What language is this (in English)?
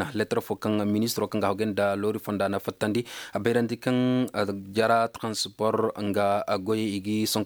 Koyraboro Senni